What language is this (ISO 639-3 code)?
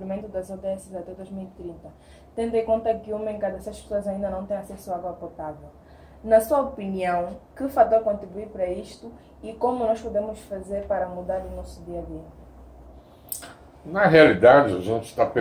por